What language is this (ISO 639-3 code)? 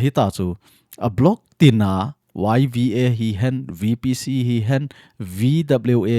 tcz